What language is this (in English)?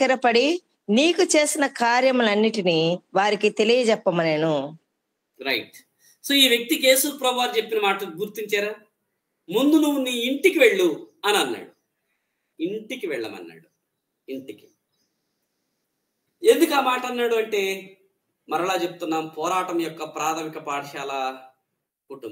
Telugu